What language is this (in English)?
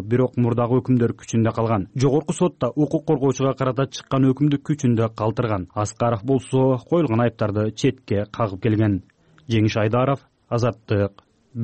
Kyrgyz